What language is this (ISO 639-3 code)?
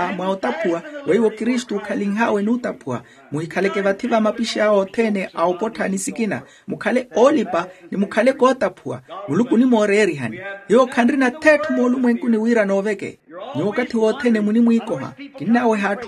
vmw